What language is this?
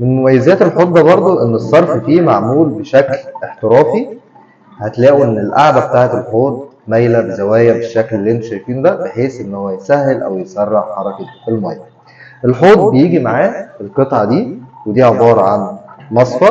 Egyptian Arabic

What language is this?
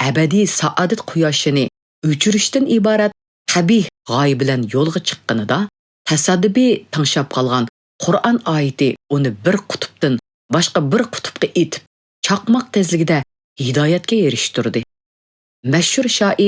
Uyghur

